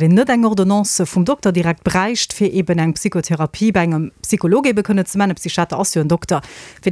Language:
Luxembourgish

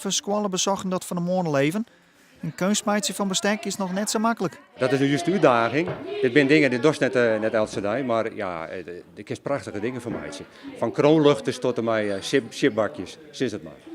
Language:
Western Frisian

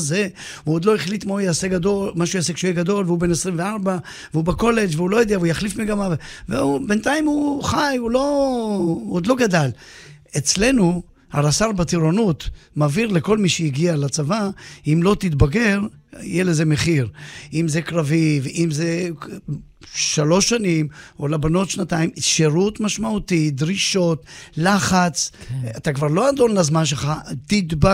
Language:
Hebrew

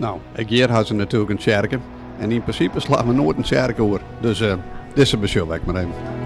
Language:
Western Frisian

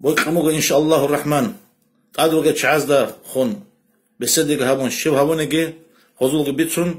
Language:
Avaric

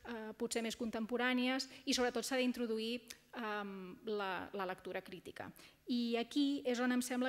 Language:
Catalan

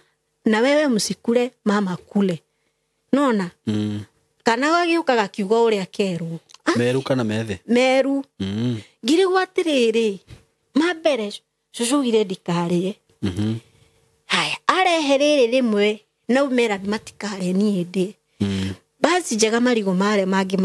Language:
Kikuyu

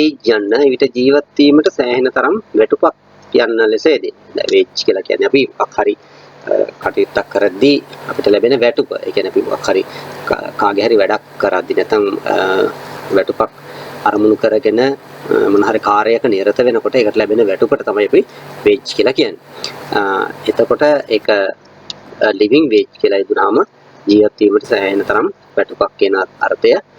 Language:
Sinhala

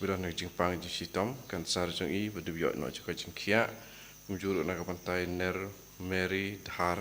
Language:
Khasi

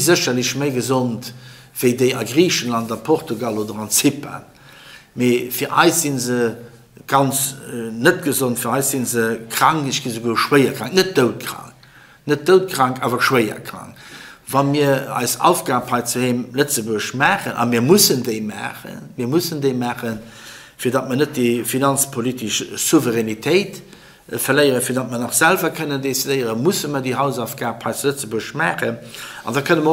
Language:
Luxembourgish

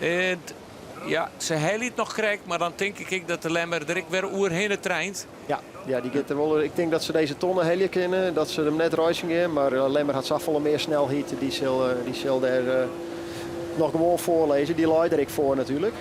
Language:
Western Frisian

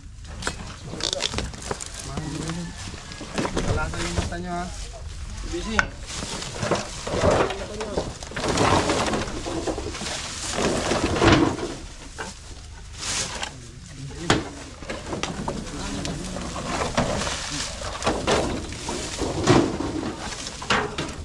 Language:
Filipino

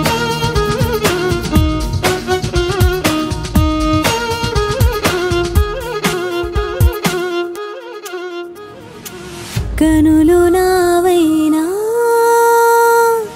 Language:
Telugu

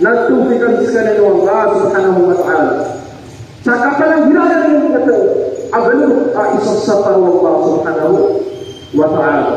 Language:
Maranao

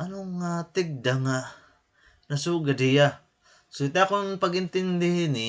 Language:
Waray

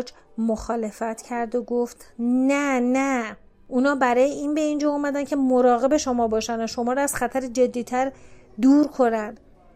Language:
Persian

